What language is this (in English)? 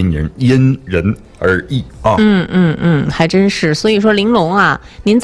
Chinese